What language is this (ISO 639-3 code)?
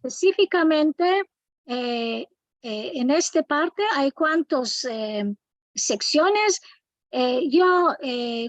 lad